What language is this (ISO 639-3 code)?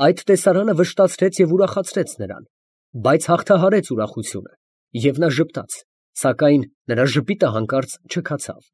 hye